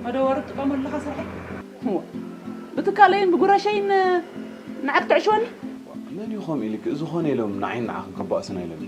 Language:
Tigrinya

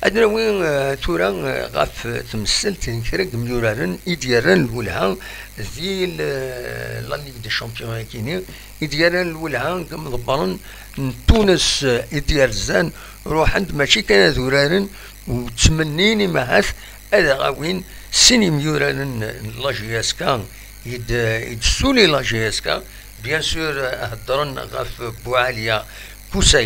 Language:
Kabyle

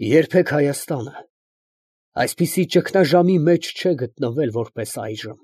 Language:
Armenian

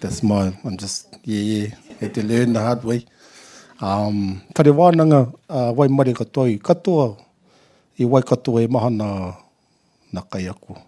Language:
Māori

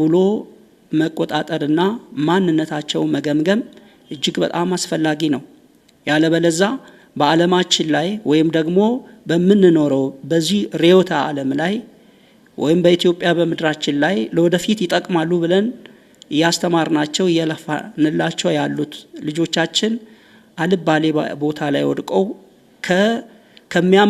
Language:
Amharic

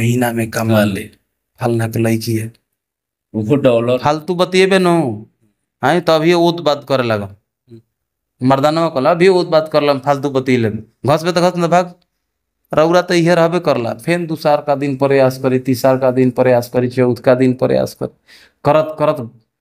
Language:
Bhojpuri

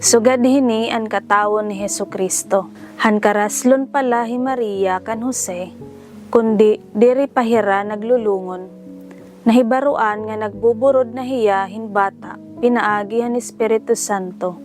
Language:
Waray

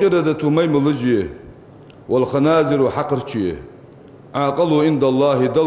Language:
Ingush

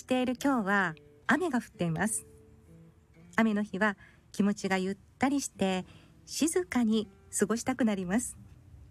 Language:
Japanese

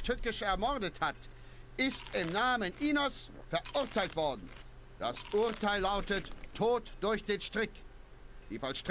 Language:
Bavarian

